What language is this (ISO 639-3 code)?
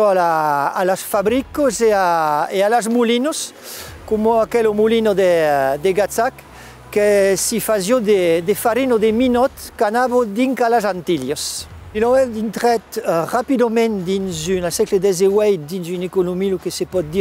oci